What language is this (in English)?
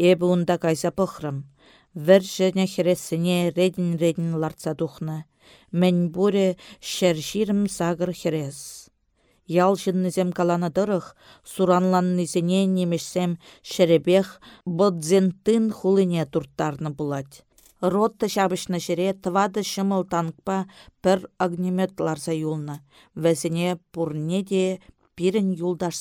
Chuvash